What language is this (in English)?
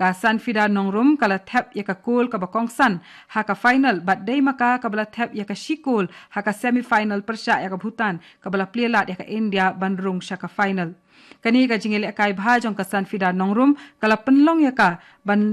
Khasi